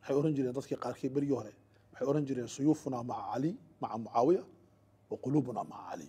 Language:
Somali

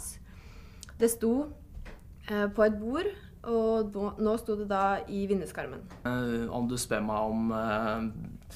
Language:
Norwegian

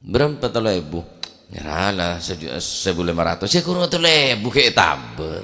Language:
Madurese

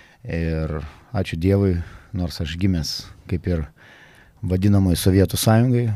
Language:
Lithuanian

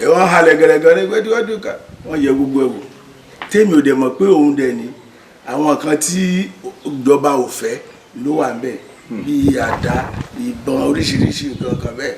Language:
Yoruba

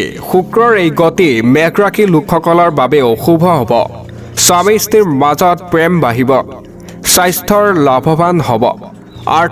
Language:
Assamese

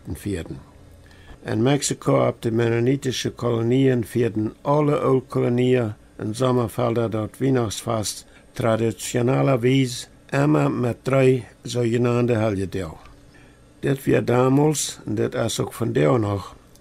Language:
Plautdietsch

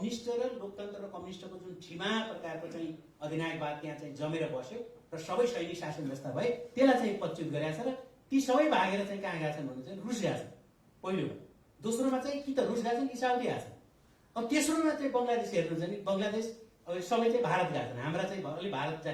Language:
Nepali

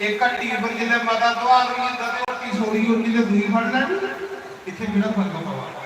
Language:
Dogri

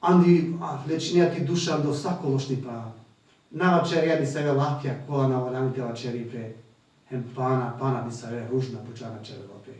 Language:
Balkan Romani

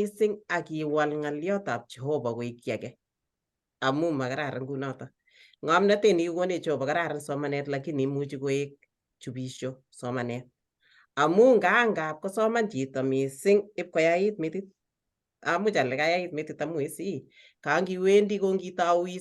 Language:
Kalenjin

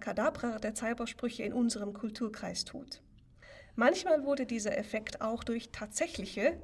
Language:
German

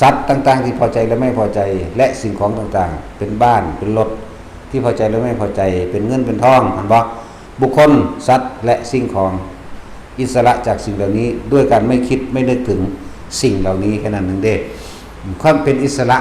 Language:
Northeastern Thai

